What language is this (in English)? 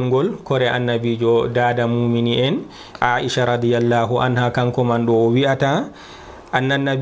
Fula